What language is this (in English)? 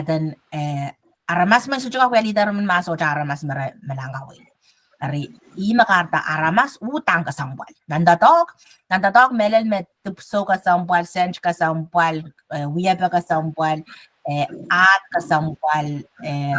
Pohnpeian